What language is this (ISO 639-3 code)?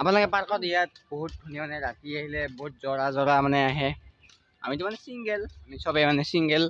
asm